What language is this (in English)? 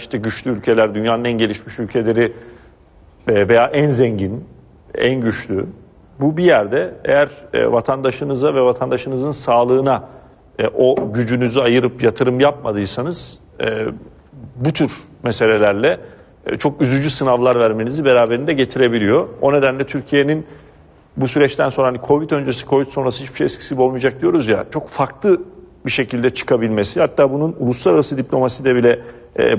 Turkish